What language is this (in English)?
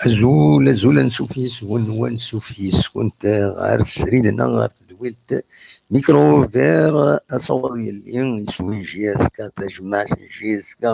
Kabyle